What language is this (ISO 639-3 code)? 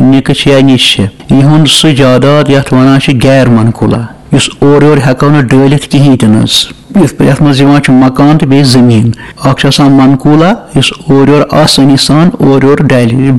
kas